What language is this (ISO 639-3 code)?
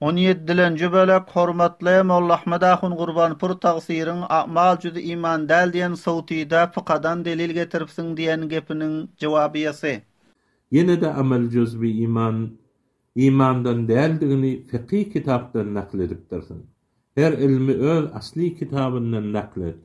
tuk